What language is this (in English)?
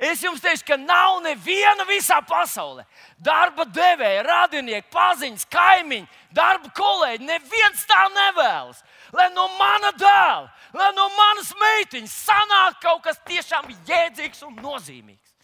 Latvian